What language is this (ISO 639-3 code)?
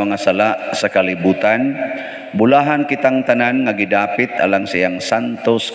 ceb